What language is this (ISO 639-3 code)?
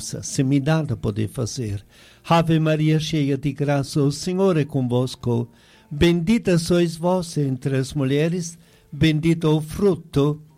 por